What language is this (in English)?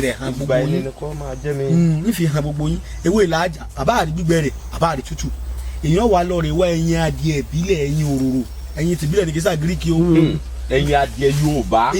Yoruba